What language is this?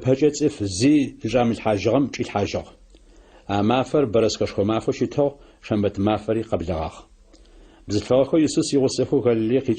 Adyghe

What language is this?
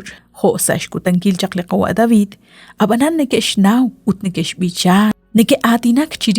Kekchí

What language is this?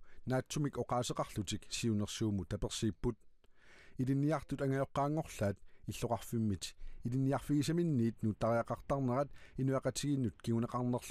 Kalaallisut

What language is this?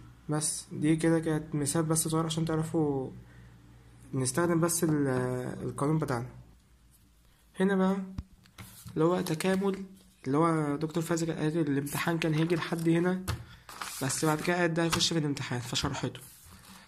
Egyptian Arabic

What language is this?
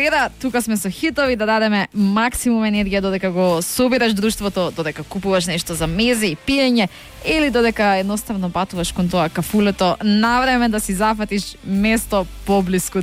Macedonian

